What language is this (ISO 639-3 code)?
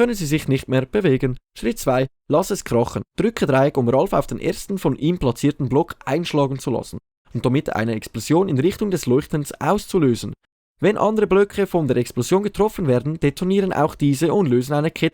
gsw